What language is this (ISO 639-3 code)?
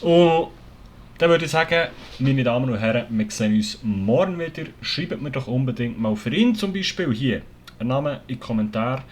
gsw